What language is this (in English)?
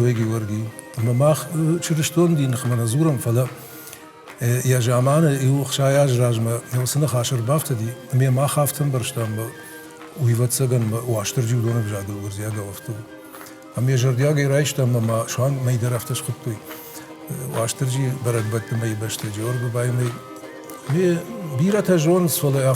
Ossetic